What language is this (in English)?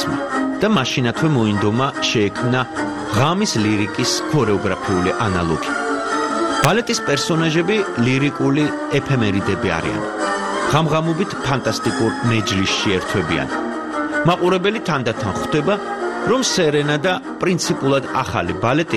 Georgian